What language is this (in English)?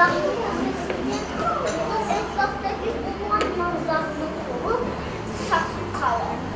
Crimean Tatar